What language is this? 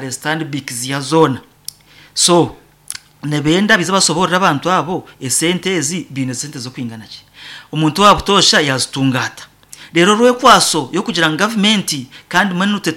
Nyankole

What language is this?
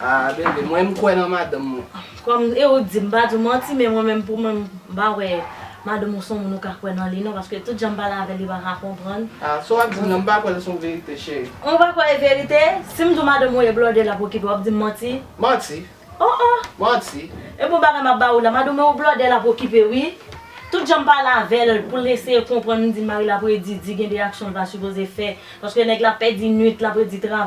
Haitian Creole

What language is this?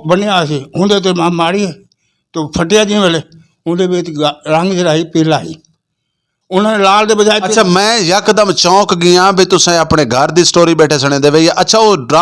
Western Panjabi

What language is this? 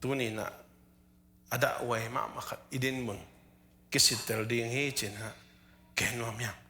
Tedim Chin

